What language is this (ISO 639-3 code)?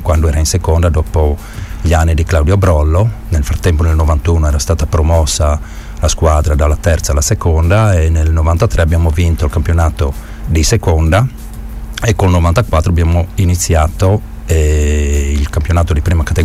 ita